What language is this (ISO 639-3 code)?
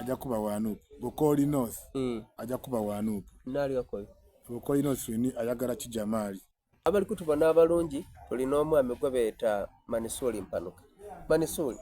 xog